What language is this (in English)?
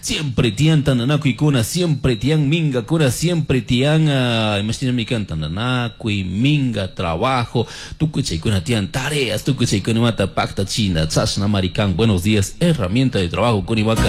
Chimborazo Highland Quichua